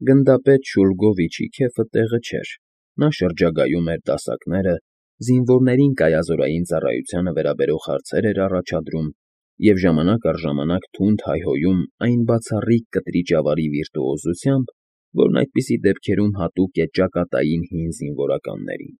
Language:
Armenian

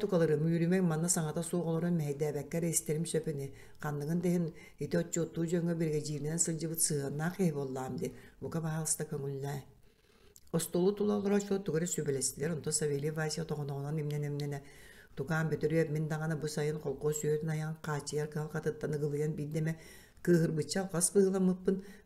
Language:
Yakut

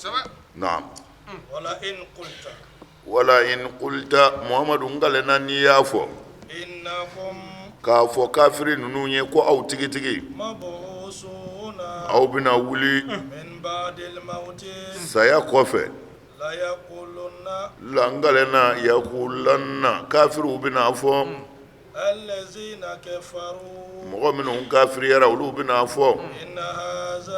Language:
Bambara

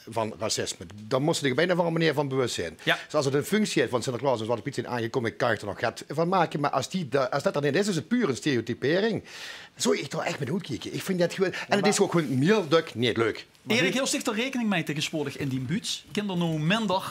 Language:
Limburgish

